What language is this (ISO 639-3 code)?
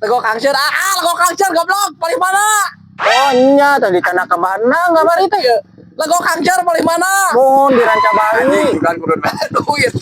sun